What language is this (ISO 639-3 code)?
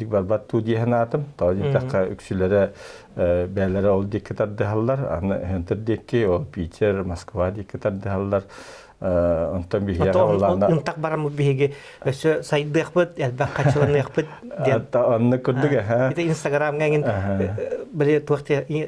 sah